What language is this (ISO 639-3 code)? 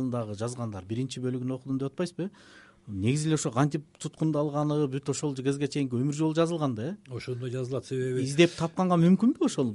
kir